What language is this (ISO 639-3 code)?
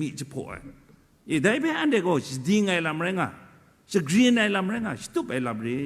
kac